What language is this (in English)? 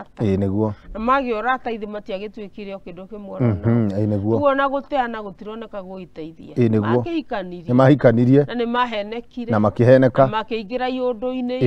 Kikuyu